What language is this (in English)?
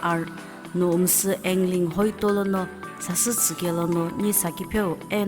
Sumi Naga